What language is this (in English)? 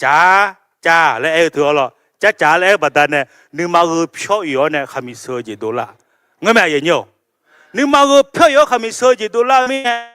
Akha